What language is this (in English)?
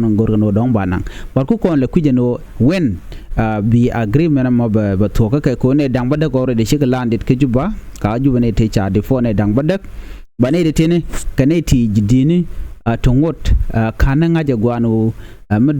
Nuer